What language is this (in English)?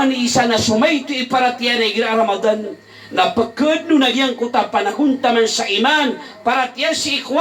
Maranao